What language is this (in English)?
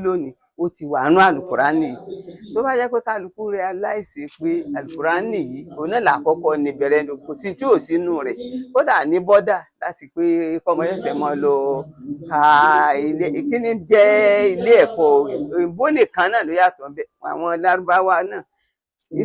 Yoruba